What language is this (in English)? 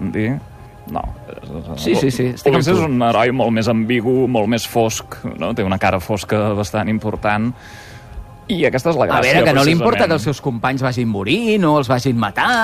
Catalan